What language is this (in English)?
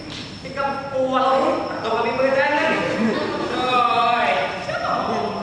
Banjar